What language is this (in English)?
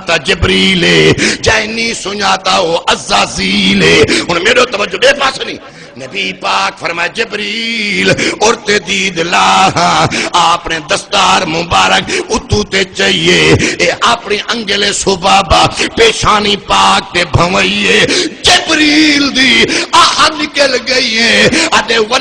Saraiki